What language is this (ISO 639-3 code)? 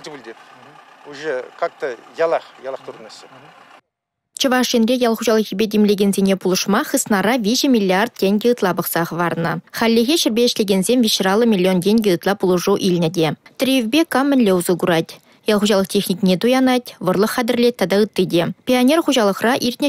chv